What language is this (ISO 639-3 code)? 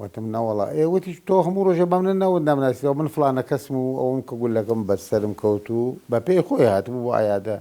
ckb